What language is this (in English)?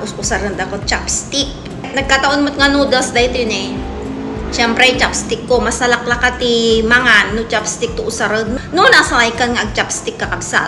Iloko